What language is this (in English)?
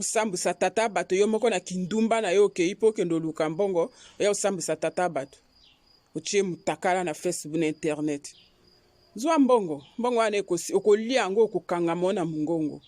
Lingala